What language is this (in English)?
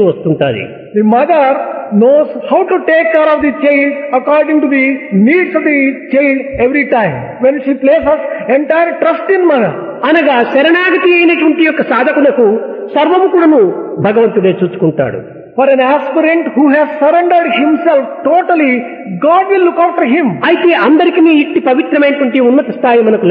Telugu